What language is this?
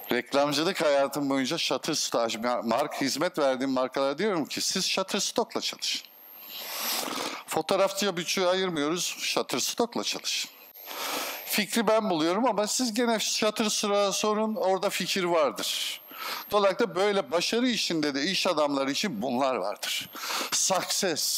Turkish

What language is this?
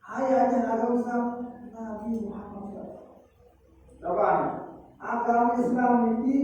Sasak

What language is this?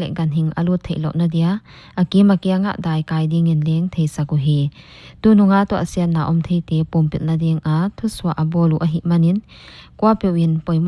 Paite Chin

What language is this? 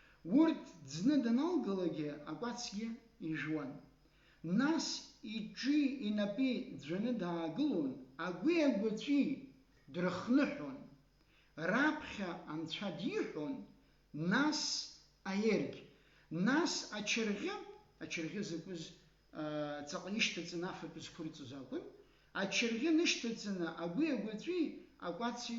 Abkhazian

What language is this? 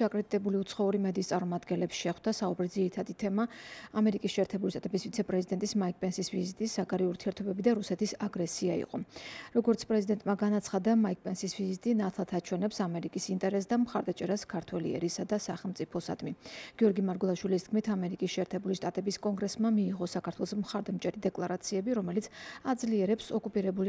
Georgian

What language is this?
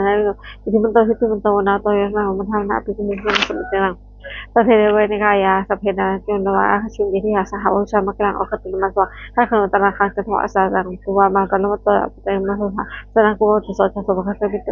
Pali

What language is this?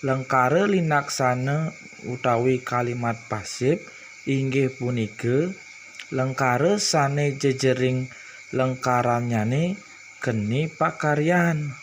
Balinese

